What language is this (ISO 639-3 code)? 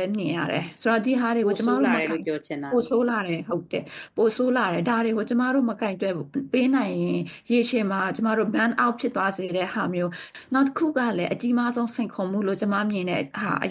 mya